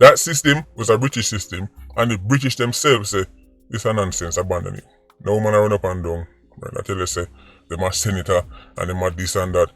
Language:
Jamaican Creole English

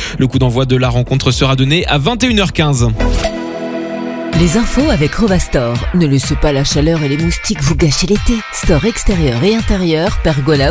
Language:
French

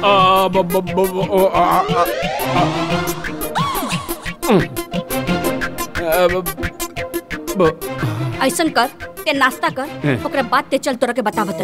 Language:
Bhojpuri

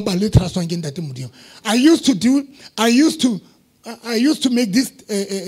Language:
Southern Sotho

